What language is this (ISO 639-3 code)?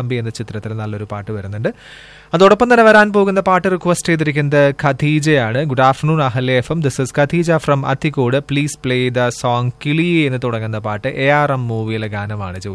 mal